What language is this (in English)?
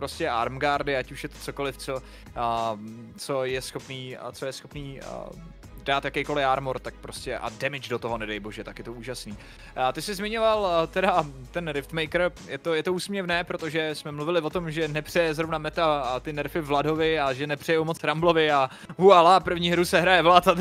Czech